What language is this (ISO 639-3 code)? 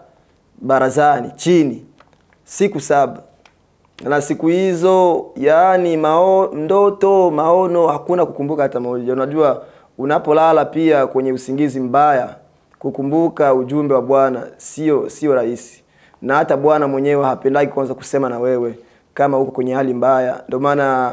swa